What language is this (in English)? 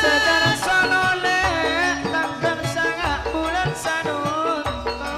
Madurese